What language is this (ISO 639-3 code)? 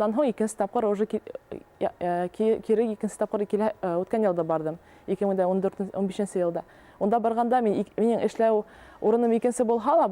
bak